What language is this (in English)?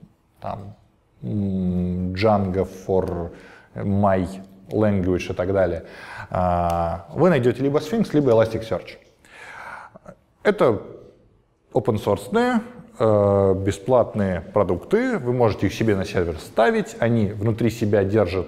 Russian